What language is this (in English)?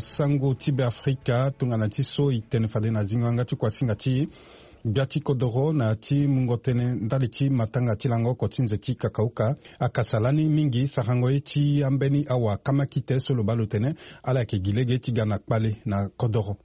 Sango